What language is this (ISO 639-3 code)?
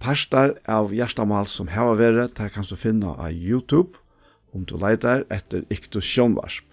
fao